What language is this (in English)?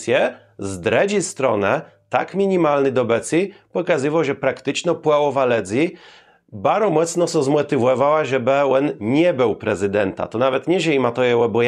Kashubian